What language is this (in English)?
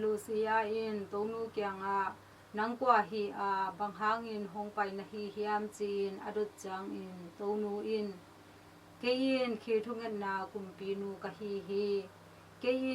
Tedim Chin